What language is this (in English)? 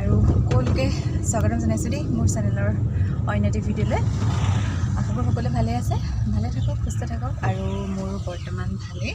Assamese